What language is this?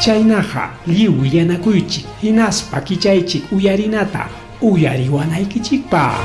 Ayacucho Quechua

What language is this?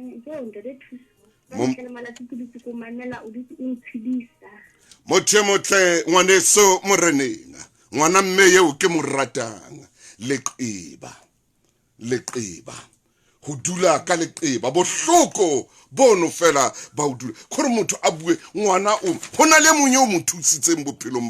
Southern Sotho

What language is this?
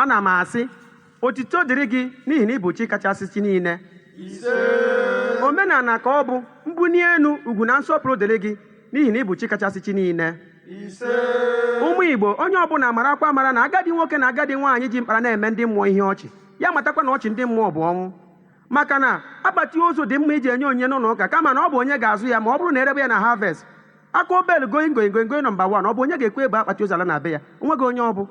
Igbo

